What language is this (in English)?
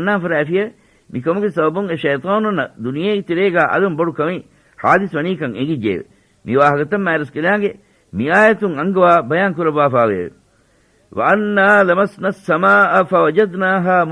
Divehi